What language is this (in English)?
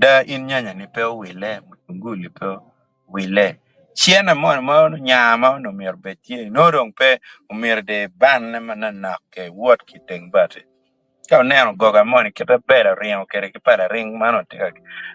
Acoli